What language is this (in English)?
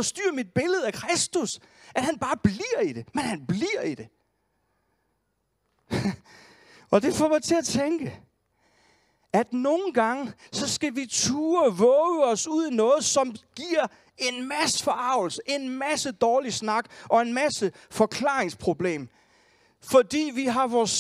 Danish